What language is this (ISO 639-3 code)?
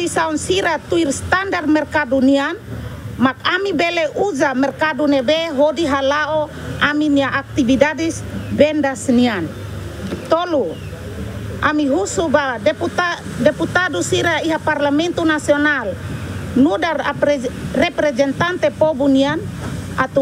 tet